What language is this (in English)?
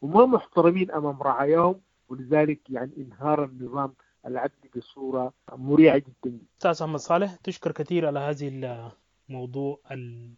Sudanese Arabic